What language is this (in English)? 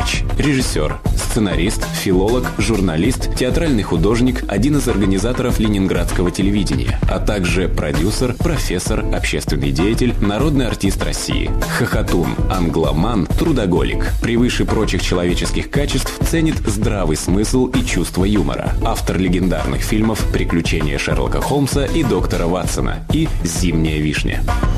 Russian